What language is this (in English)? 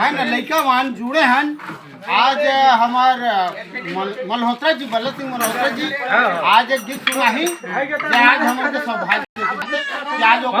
Chhattisgarhi